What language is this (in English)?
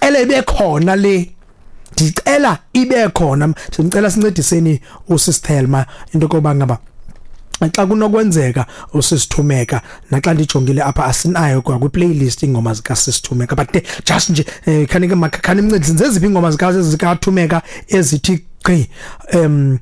Xhosa